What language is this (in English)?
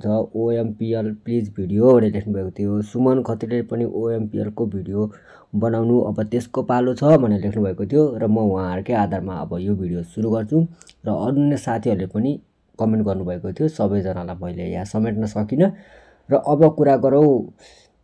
Nepali